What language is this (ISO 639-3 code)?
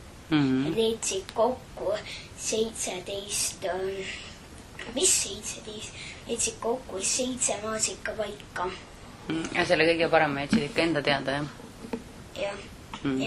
est